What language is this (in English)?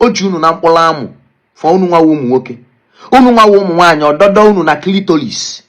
Igbo